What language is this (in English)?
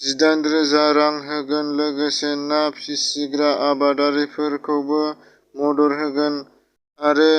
Bodo